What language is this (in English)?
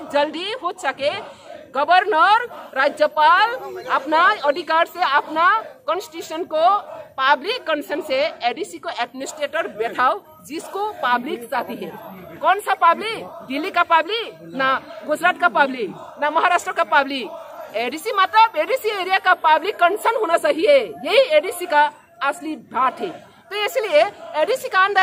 Hindi